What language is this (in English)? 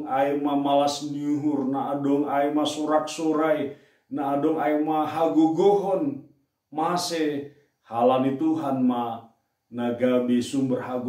Batak Simalungun